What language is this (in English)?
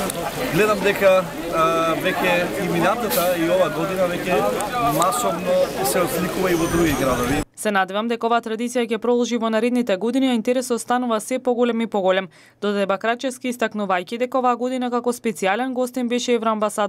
Macedonian